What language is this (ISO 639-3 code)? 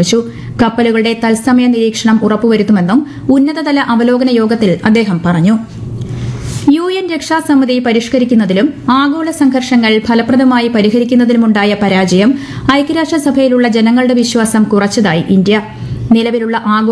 mal